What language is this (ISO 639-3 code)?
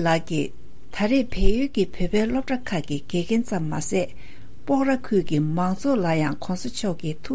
bod